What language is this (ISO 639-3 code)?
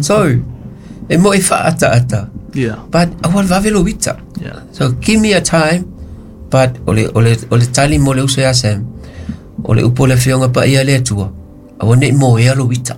smo